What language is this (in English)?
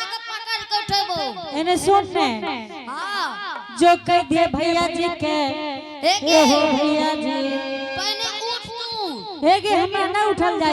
Angika